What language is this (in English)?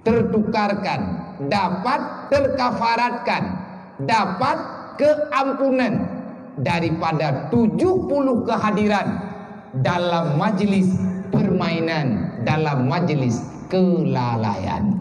Achinese